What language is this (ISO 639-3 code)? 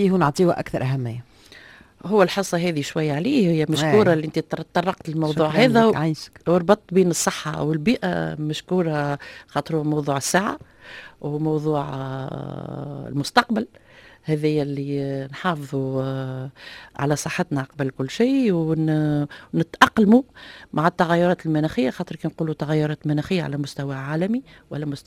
aeb